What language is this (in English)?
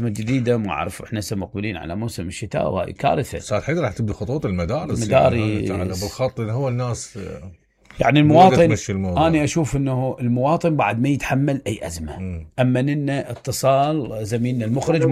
Mesopotamian Arabic